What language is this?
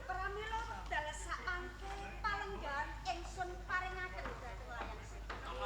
Javanese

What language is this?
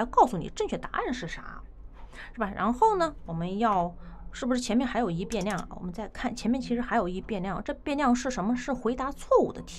Chinese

